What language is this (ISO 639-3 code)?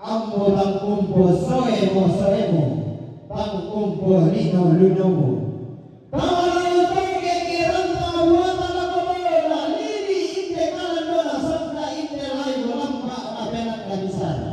sda